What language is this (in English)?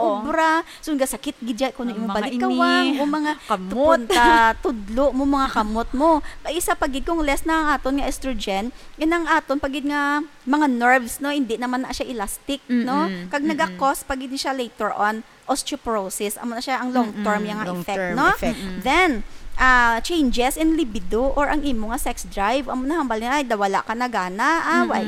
Hiligaynon